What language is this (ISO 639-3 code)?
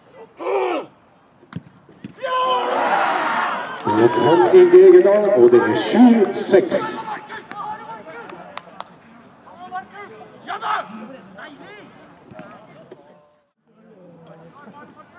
nor